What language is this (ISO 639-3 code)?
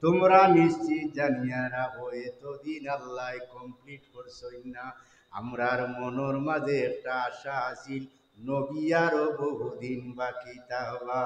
syl